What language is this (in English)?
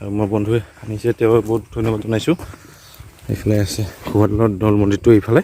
Assamese